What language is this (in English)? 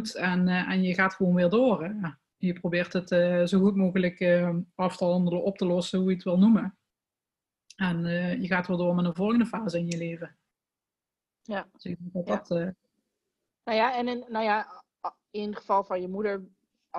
Dutch